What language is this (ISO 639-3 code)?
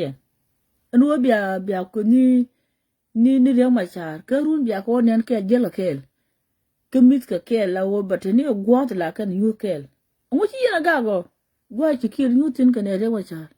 nus